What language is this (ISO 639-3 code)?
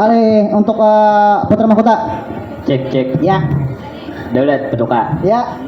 bjn